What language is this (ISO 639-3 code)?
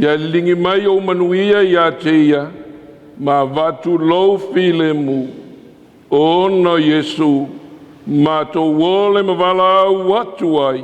smo